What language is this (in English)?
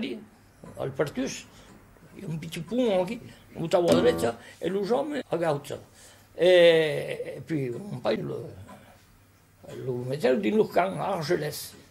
Occitan